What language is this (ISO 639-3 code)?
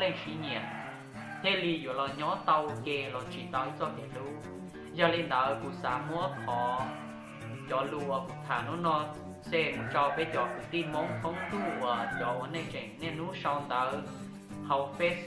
hmn